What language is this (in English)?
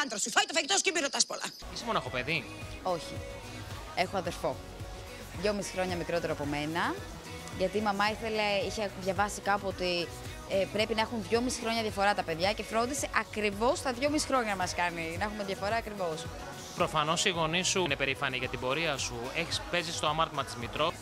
Greek